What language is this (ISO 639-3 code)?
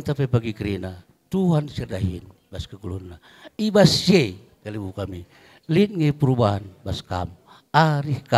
btx